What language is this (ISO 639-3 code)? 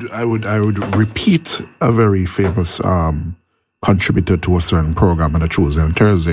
eng